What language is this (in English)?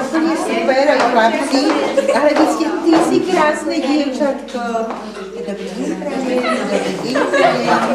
Slovak